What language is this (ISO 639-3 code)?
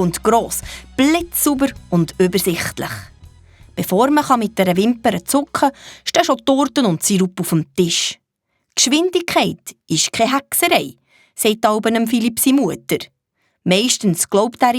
gsw